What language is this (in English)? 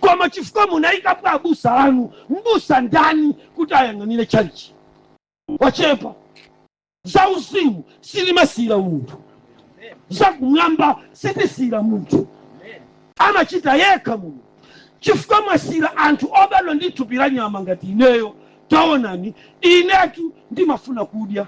Nyanja